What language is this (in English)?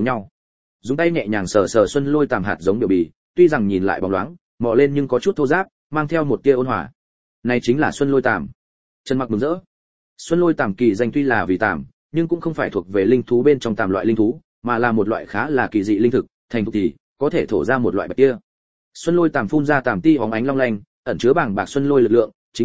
Vietnamese